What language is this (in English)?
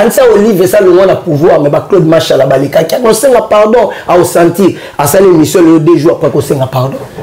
Lingala